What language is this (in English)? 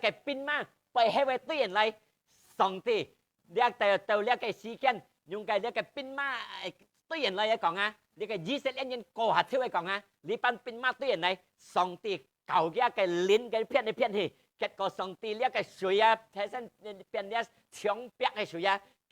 Hakka Chinese